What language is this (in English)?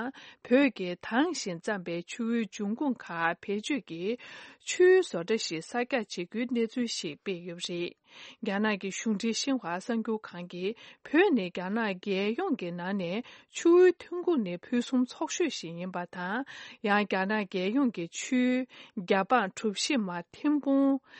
Tibetan